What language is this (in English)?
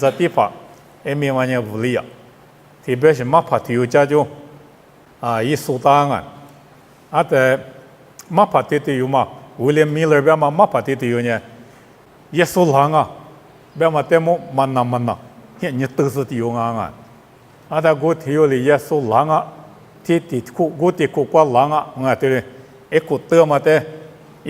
Lisu